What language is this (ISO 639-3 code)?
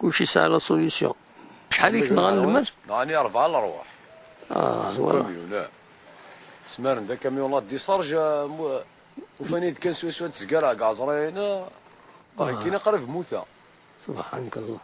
kab